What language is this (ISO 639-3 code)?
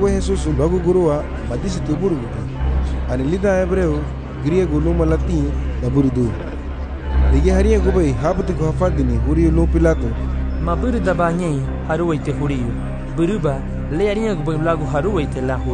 cab